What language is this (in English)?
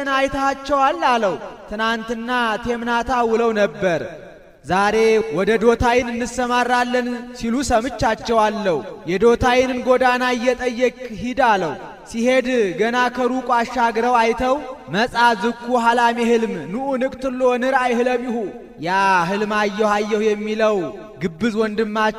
Amharic